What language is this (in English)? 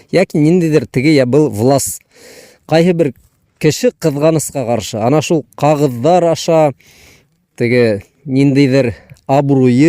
Bashkir